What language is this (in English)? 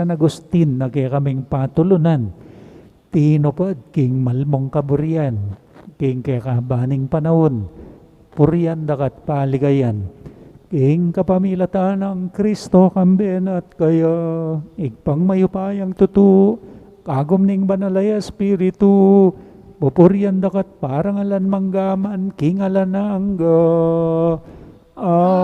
Pampanga